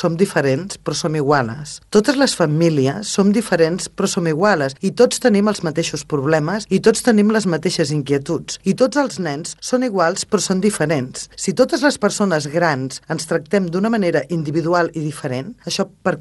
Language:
Catalan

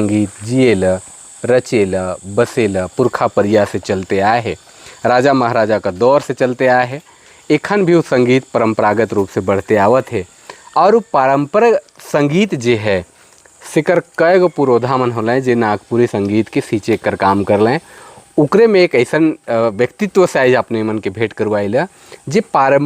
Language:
Sadri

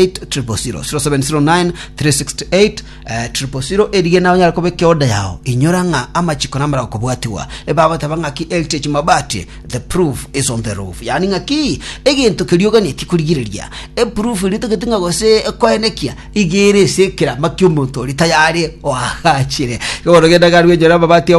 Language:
Gusii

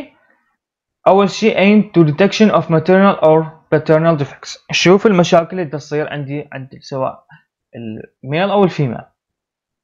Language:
Mesopotamian Arabic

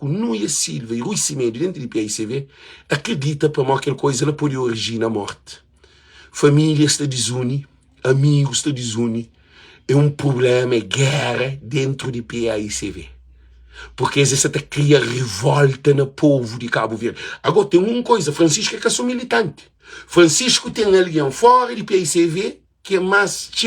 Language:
Kabuverdianu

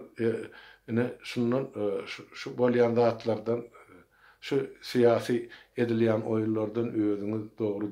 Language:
Turkmen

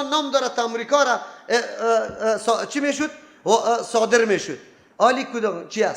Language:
Persian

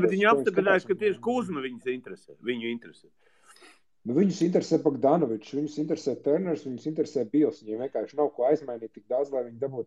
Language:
Latvian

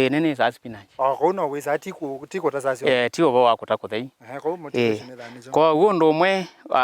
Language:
Kamba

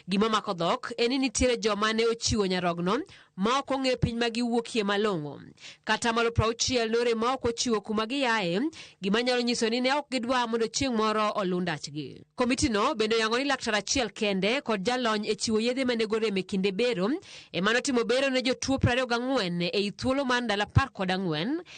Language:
Luo (Kenya and Tanzania)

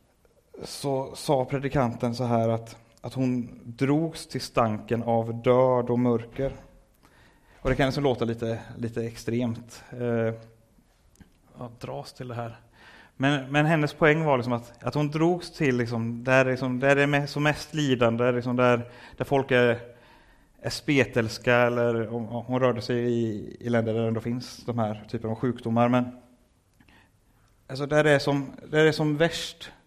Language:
Swedish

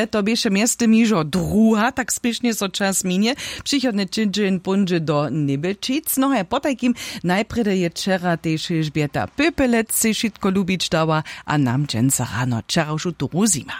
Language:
Upper Sorbian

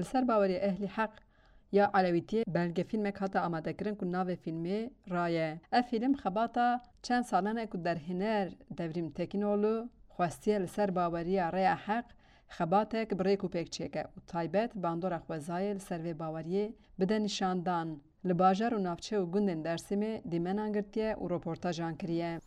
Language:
Kurdish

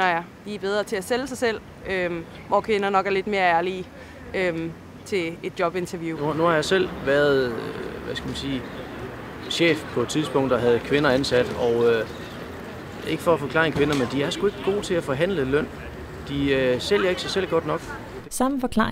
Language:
Danish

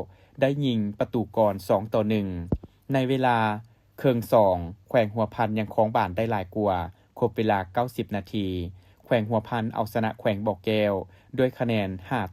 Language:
Lao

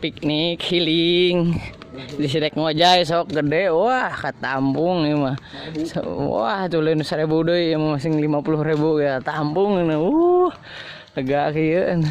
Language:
Sundanese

